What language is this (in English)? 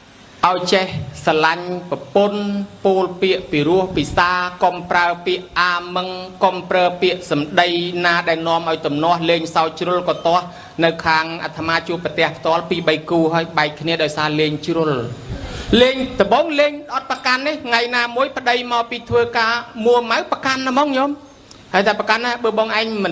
Khmer